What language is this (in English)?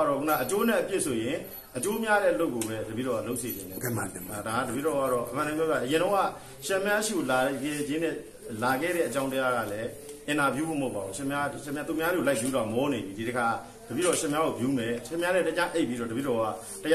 Burmese